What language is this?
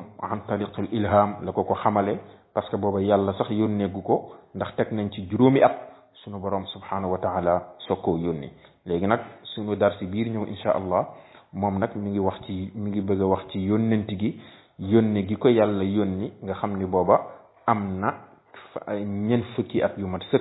Wolof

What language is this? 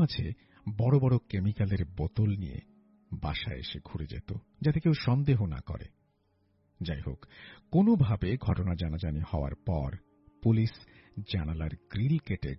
Bangla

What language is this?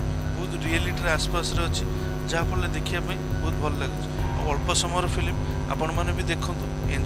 Odia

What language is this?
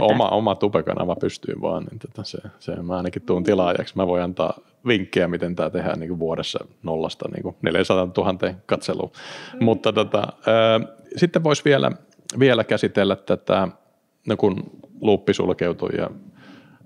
Finnish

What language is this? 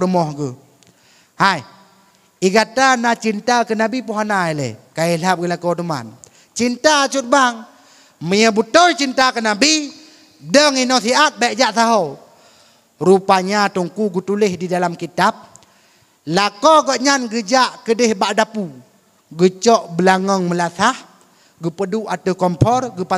Achinese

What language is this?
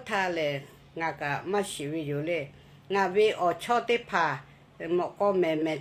Lahu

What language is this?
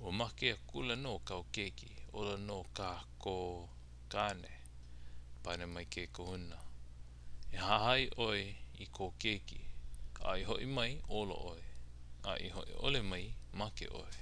Hawaiian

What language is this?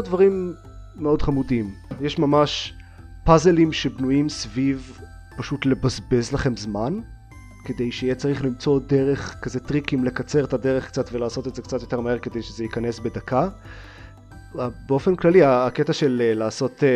Hebrew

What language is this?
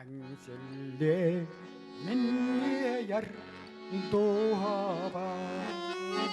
Yakut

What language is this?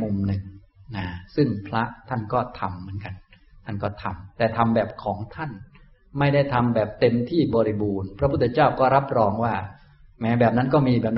Thai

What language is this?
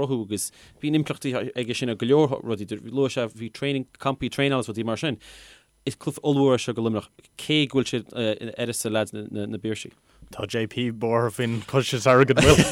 Irish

